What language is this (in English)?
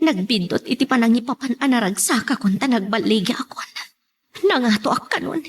Iloko